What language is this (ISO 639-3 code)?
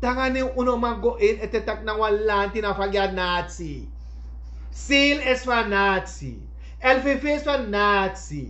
srn